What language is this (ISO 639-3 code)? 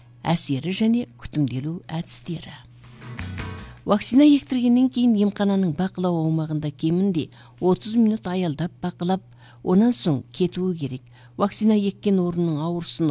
kaz